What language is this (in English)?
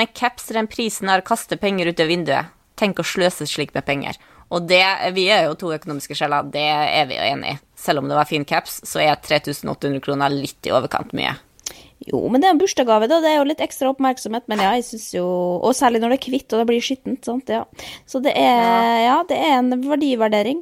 Norwegian